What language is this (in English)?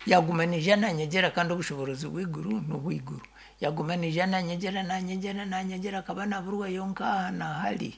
Nyankole